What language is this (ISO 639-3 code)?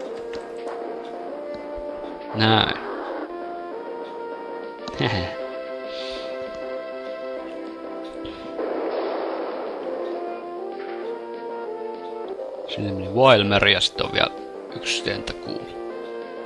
fin